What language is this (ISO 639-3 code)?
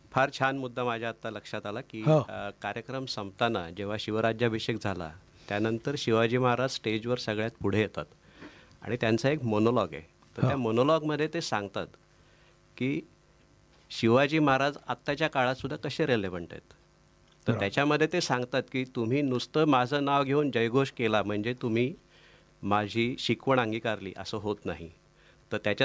mar